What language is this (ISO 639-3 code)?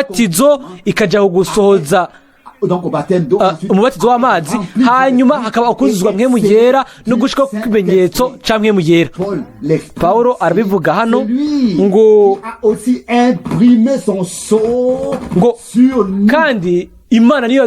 run